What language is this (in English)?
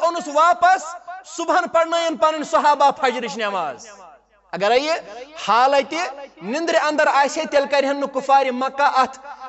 Kashmiri